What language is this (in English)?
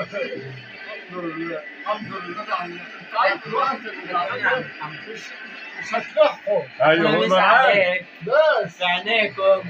Egyptian Arabic